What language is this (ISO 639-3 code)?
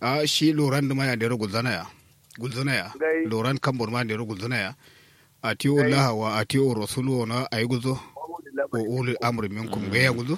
kau